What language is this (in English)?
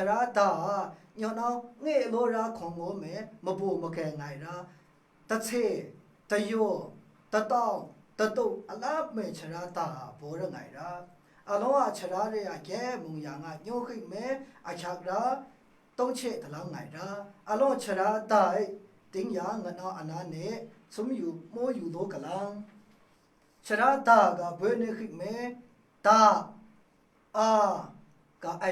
Maru